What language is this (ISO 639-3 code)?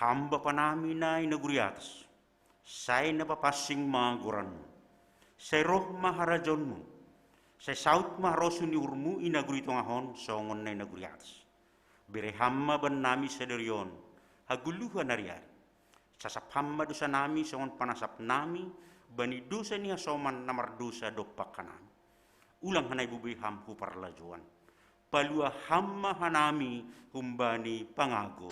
bts